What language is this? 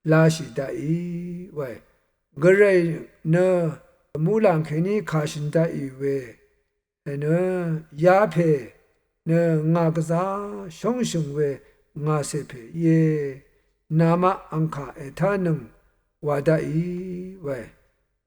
Rawang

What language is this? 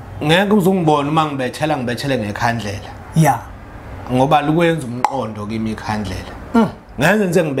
Zulu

